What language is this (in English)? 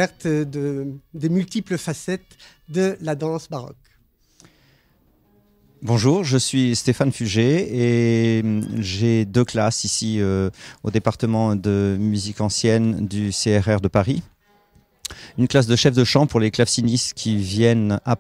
French